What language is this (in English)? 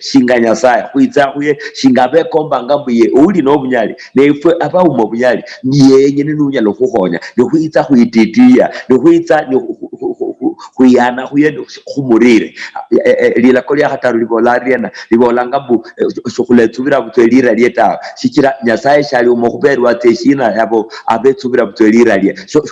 Luyia